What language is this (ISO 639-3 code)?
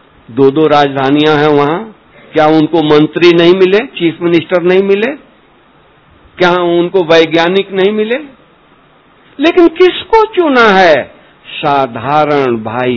hin